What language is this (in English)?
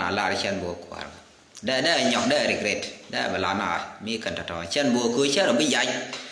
Nuer